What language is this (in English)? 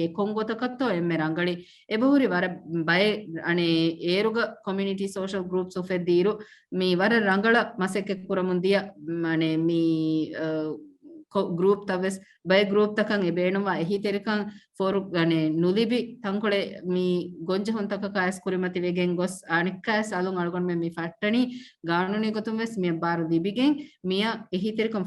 Divehi